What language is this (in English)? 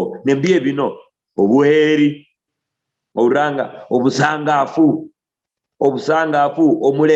Luyia